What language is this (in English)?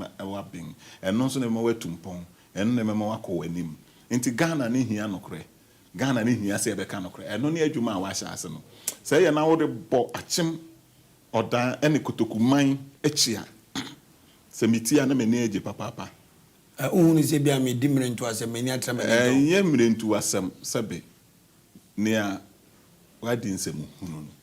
Akan